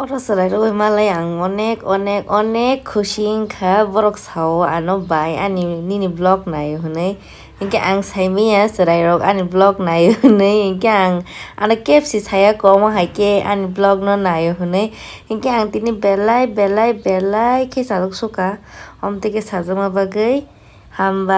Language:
Kok Borok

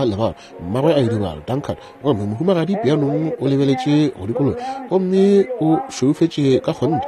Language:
Northern Sotho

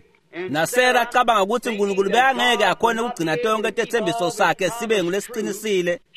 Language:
Swati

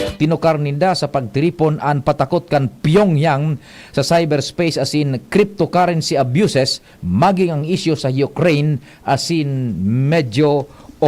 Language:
Bikol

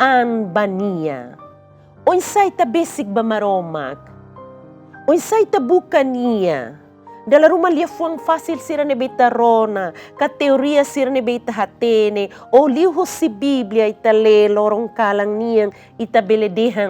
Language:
Tetum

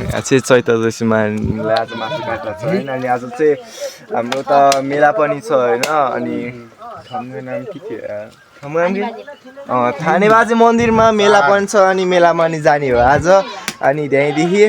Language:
Nepali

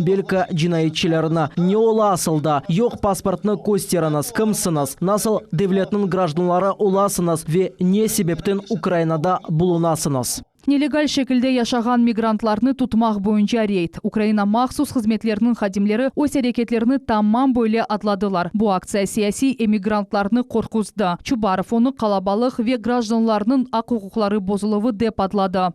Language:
Crimean Tatar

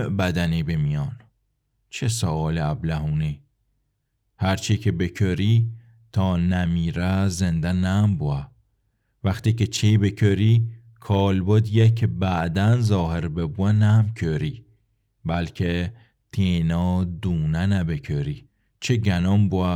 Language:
Gilaki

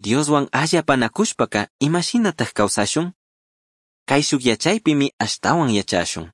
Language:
Chimborazo Highland Quichua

